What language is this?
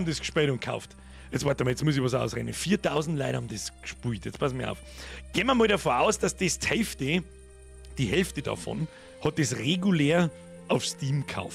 Bavarian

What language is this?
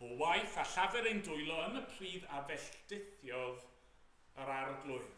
Welsh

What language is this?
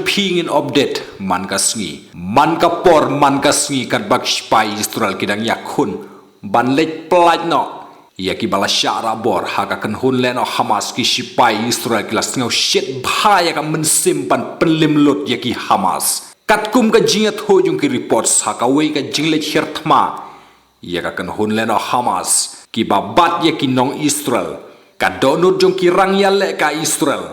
Khasi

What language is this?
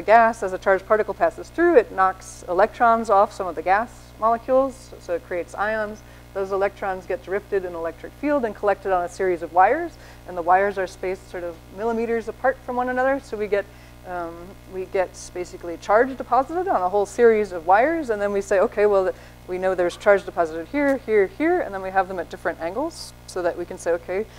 English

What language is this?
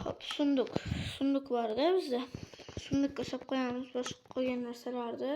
Uzbek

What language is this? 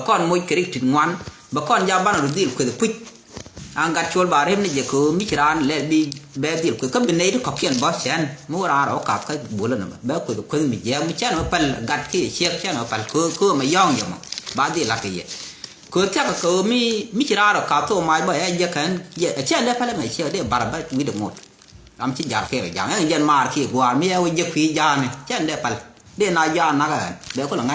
Nuer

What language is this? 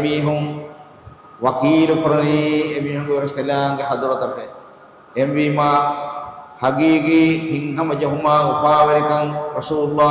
Divehi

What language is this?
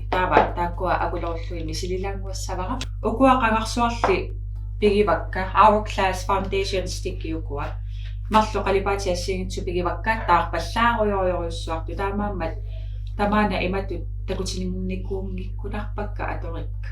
Kalaallisut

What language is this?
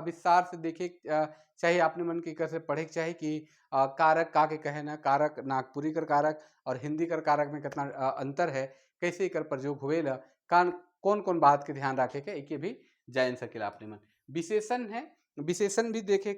Sadri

